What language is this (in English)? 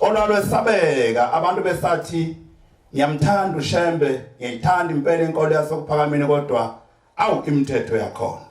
Zulu